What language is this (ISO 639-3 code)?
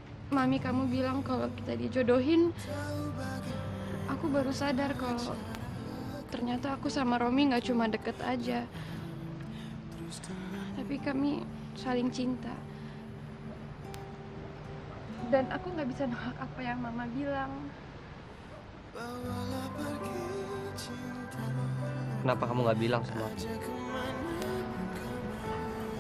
ind